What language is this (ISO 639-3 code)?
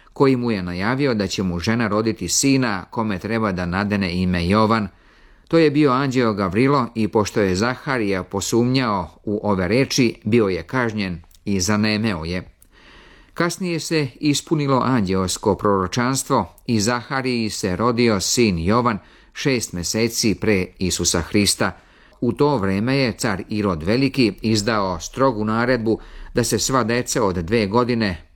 srp